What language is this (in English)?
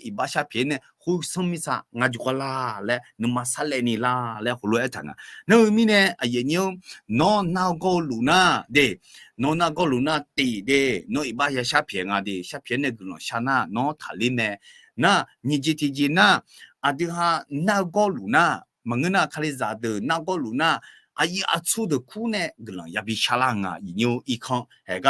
Akha